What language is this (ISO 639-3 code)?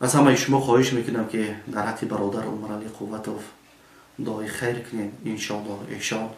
tgk